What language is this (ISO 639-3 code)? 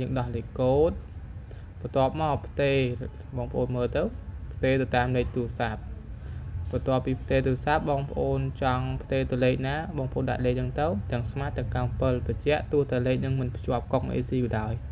khm